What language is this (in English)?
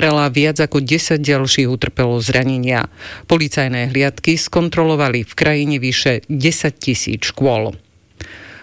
Slovak